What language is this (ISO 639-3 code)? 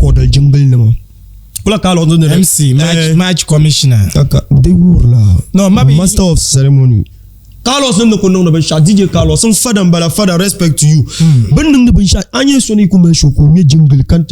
dag